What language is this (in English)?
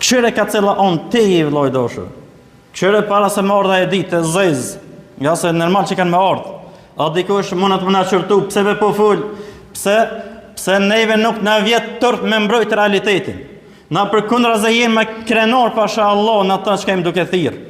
Albanian